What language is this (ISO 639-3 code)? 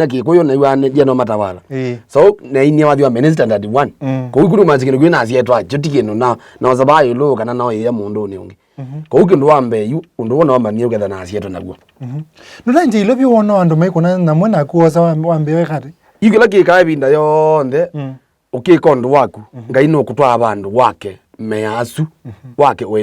kam